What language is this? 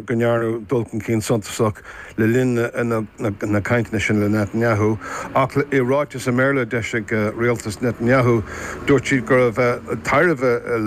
Irish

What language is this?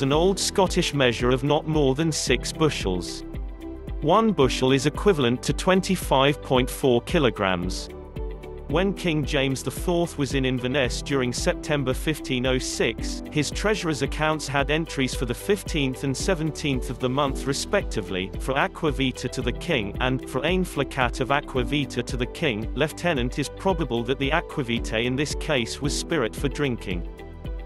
English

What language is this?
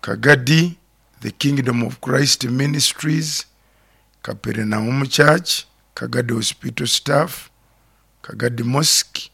Nyoro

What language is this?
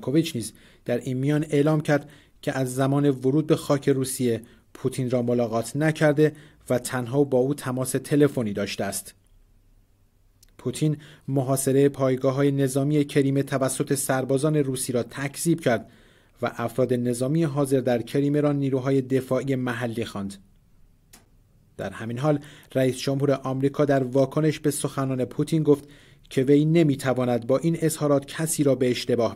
Persian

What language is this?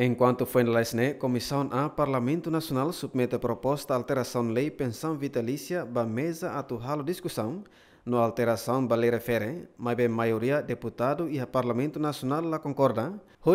Tetum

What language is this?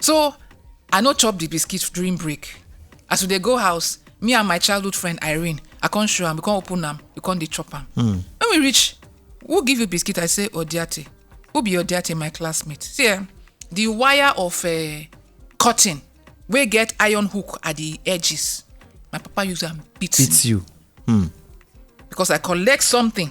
Nigerian Pidgin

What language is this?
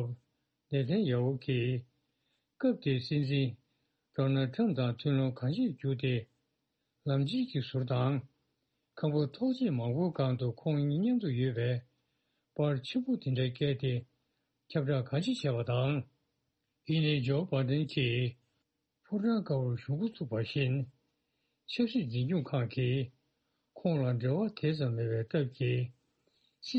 Tibetan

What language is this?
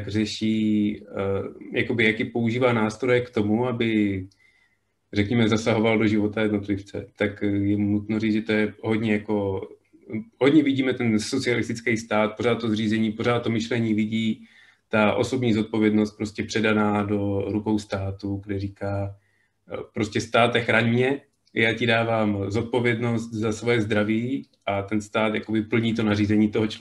Czech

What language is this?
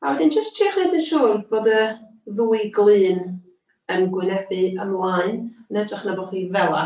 Welsh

